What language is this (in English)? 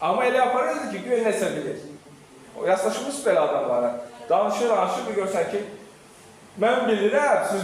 Azerbaijani